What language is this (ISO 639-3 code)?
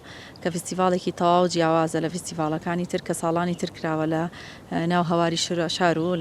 ckb